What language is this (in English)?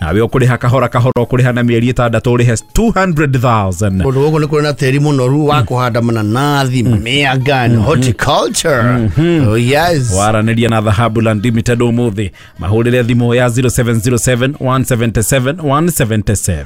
Kikuyu